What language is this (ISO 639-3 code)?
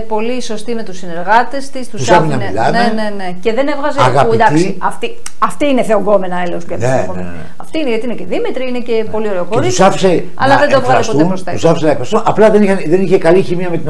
ell